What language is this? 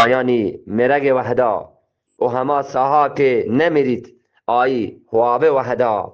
Eastern Balochi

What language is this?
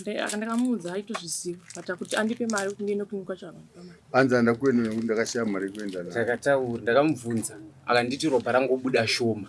Shona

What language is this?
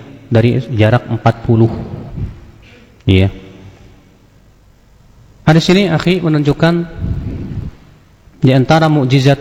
Indonesian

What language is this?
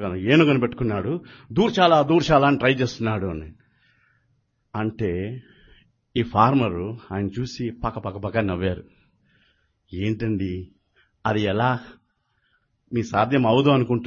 Telugu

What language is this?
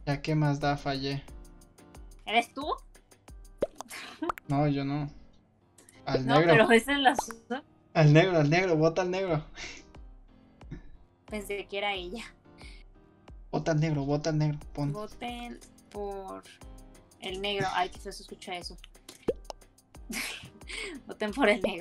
Spanish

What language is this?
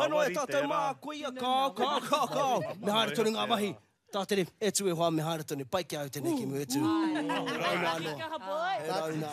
Māori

